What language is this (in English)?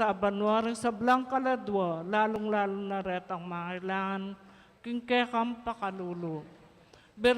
Pampanga